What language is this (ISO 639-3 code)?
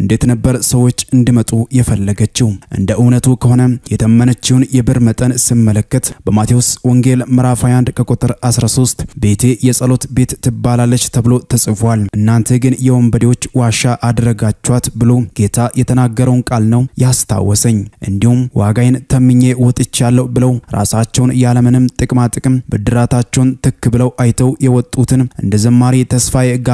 amh